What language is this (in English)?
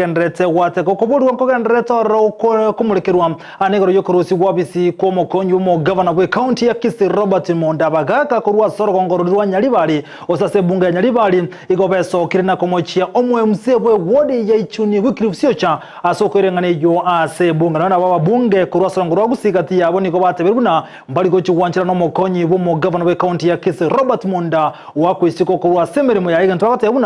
Gusii